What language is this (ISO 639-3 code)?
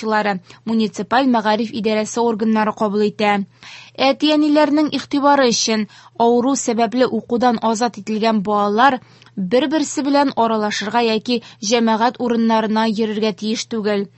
tat